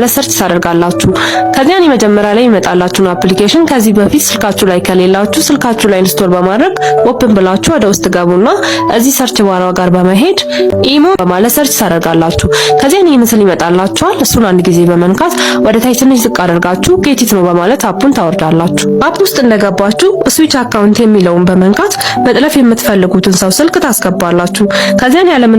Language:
Amharic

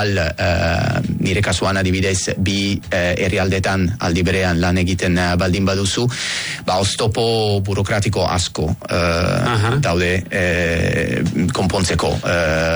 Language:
Basque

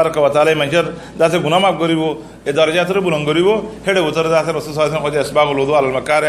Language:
Rohingya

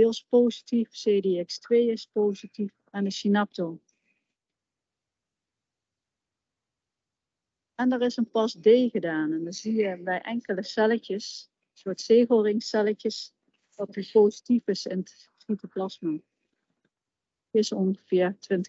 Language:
Dutch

